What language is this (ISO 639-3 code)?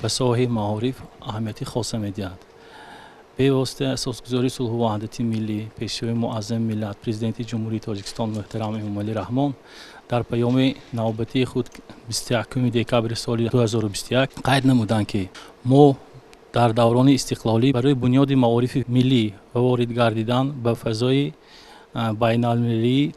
tgk